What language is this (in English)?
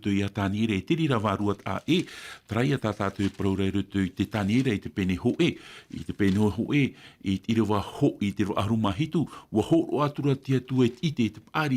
Tahitian